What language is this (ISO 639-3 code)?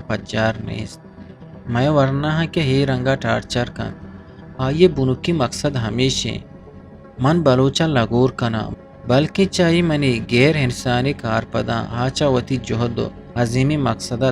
bgp